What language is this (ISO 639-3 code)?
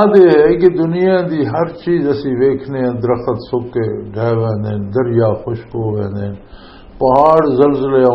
lah